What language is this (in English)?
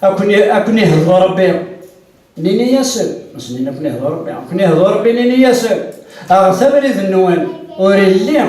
Kabyle